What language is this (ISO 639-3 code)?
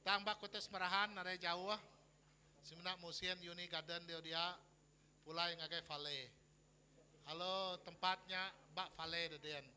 iba